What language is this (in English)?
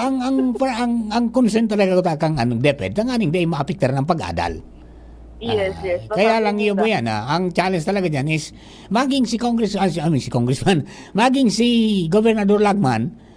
Bikol